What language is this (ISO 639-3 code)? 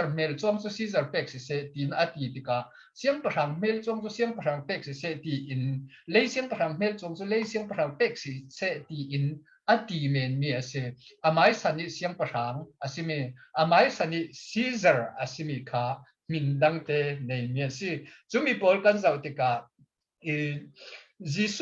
cfm